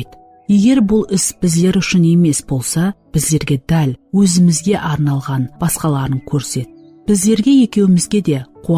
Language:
Kara-Kalpak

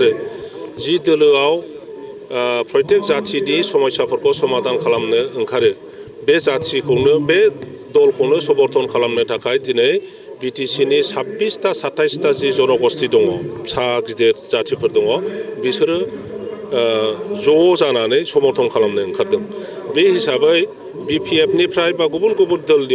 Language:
Bodo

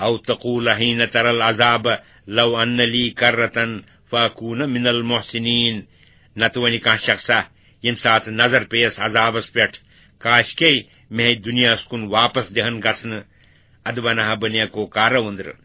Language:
Kashmiri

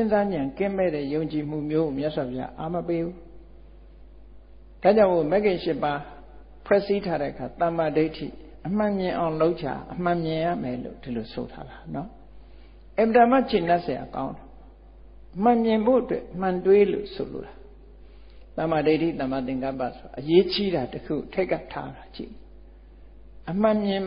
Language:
Burmese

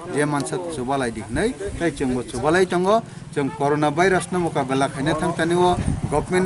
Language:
Kok Borok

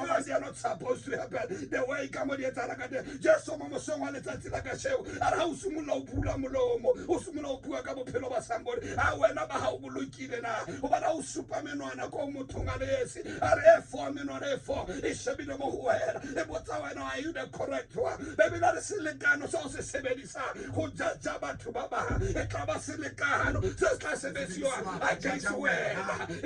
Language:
Tswana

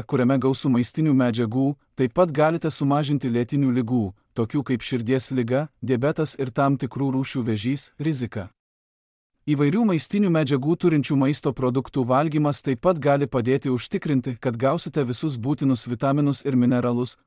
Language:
Lithuanian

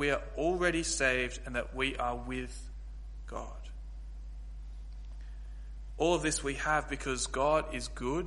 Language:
English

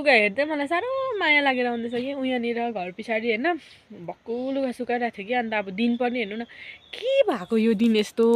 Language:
Nepali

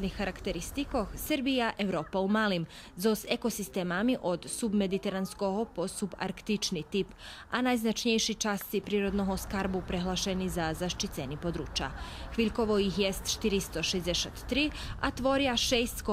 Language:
Rusyn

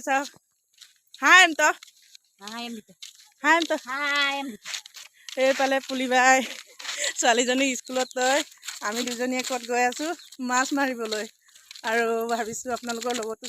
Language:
Assamese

